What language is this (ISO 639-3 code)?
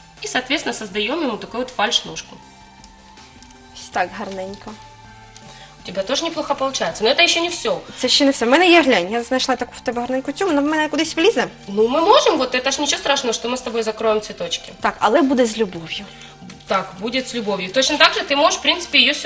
ukr